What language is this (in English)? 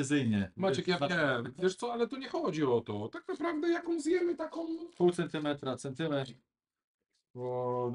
Polish